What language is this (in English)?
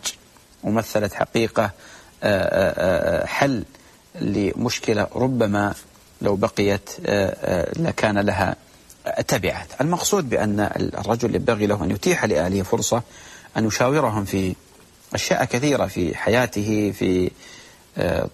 Arabic